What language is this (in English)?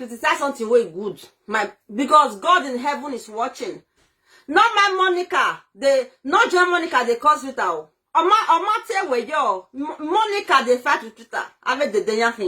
Nigerian Pidgin